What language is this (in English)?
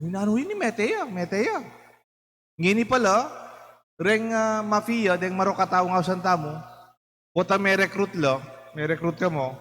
Pampanga